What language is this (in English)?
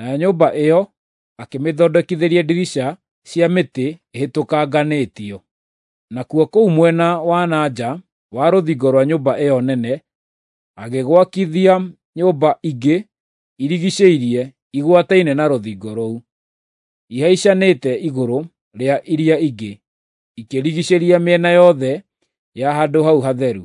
Kikuyu